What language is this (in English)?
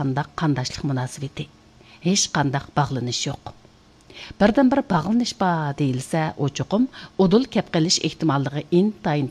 Uyghur